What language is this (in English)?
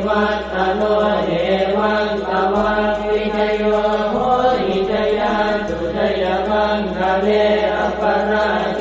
Pali